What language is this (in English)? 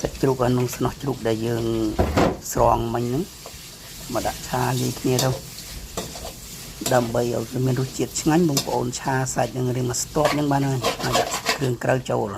Khmer